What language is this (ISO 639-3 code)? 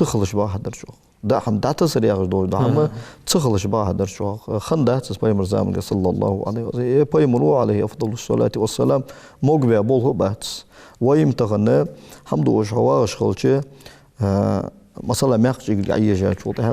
inh